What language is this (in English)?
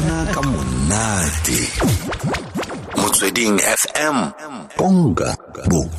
Tswana